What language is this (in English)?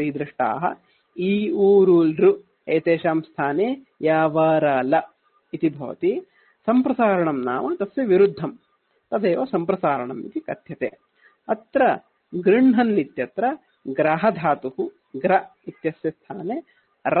Sanskrit